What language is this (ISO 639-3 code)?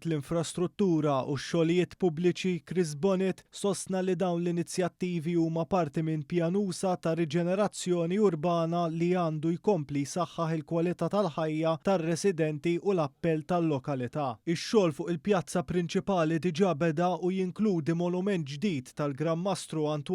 mlt